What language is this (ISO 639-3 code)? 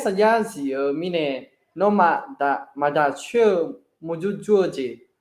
ahk